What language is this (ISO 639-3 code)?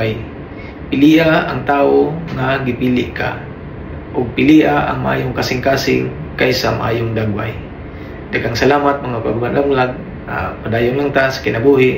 ceb